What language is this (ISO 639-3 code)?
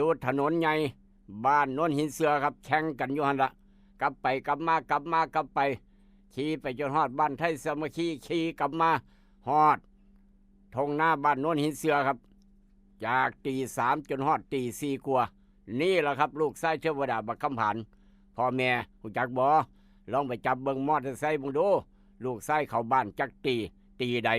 tts